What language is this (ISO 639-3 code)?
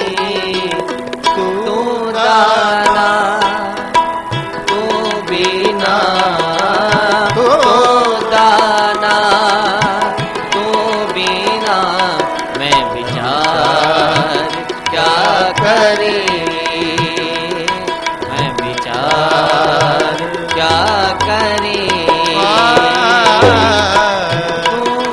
pan